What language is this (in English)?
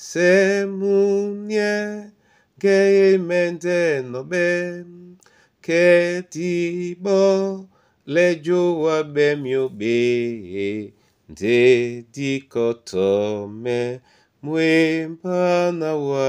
Duala